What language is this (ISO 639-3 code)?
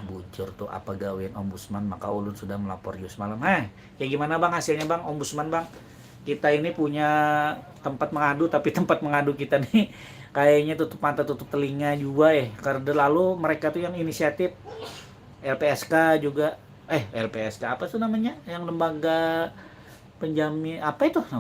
bjn